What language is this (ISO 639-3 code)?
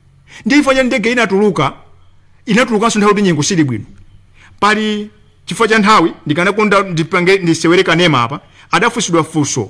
nya